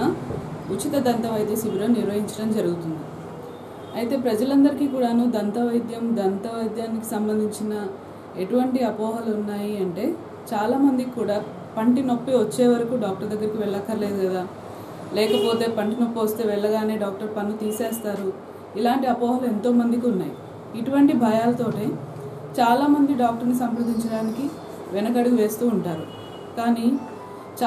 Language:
Telugu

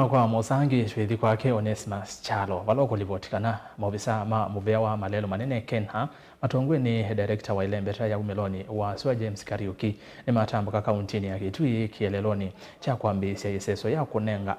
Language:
Kamba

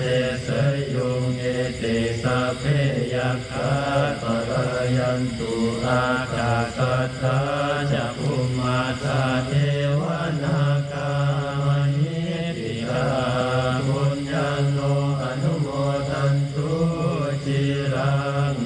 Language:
Pali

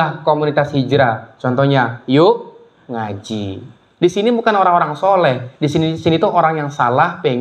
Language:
Indonesian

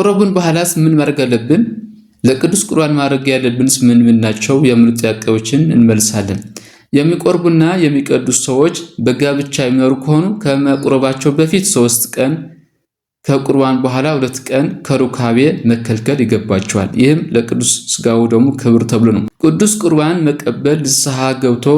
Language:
Amharic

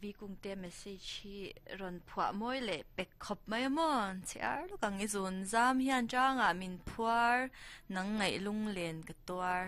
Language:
Mizo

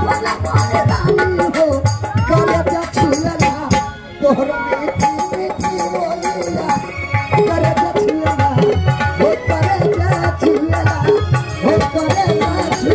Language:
Bhojpuri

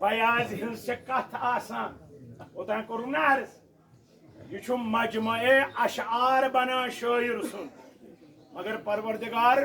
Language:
Kashmiri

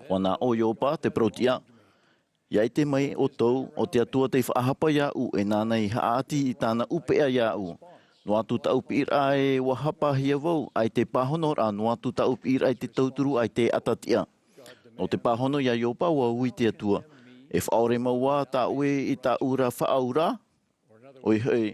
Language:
Tahitian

